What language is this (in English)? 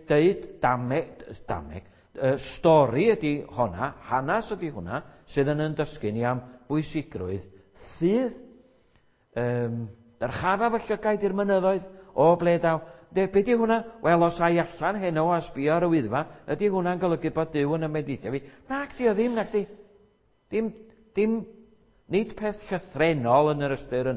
Welsh